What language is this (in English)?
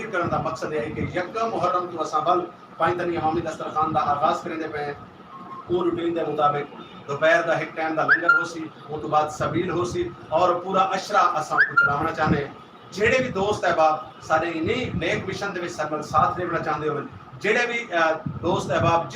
Saraiki